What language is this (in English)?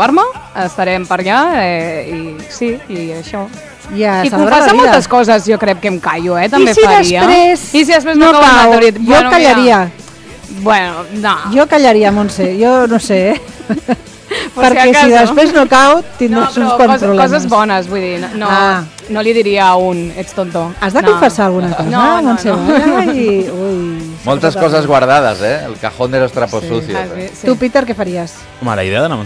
Catalan